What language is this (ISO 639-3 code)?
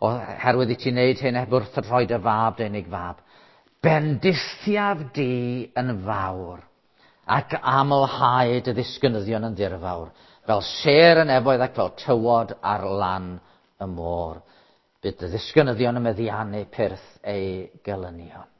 cym